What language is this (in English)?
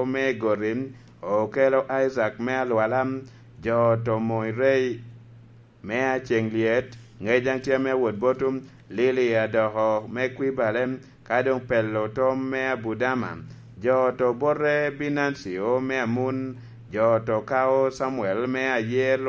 Lango (Uganda)